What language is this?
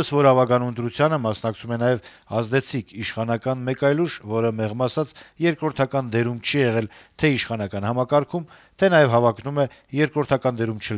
Armenian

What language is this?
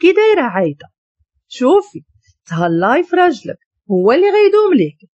Moroccan Arabic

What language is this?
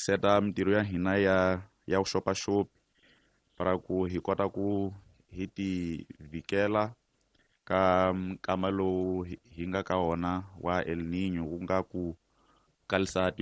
Tsonga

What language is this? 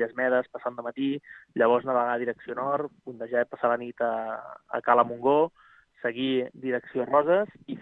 Catalan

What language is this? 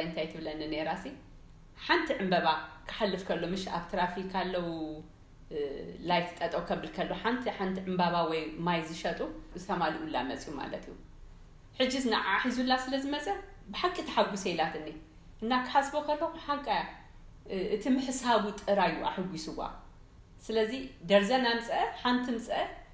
Tigrinya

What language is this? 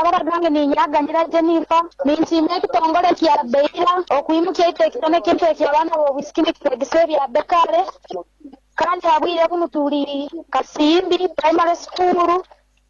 Nyoro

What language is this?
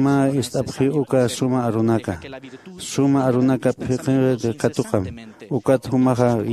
Aymara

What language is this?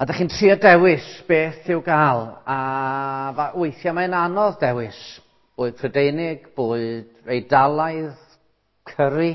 Welsh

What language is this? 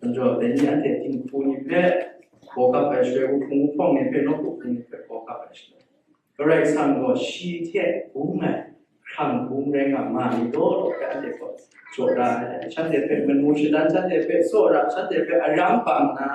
Kachin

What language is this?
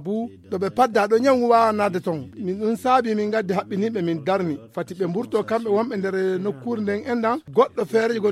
Nigerian Fulfulde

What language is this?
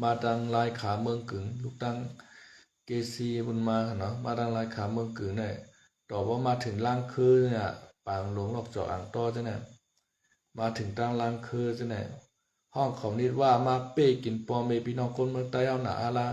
Shan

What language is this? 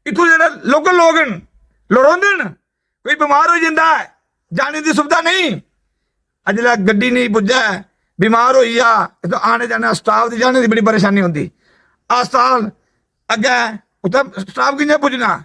Dogri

